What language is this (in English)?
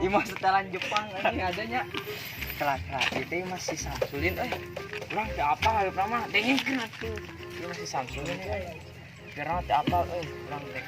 Sundanese